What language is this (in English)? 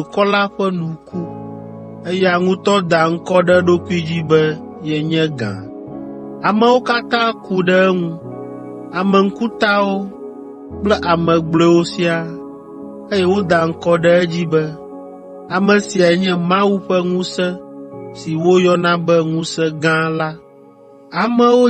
Ewe